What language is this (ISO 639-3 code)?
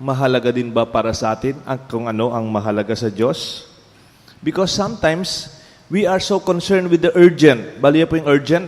pam